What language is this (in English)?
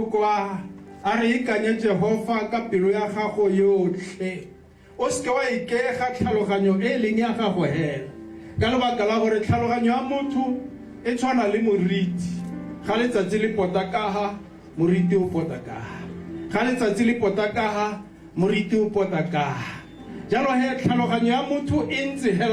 Tswana